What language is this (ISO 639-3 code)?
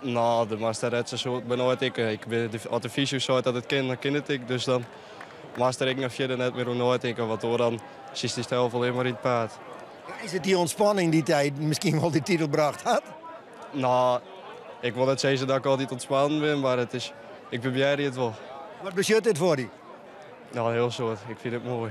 fry